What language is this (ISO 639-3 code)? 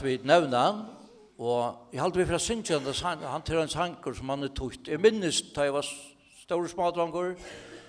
fao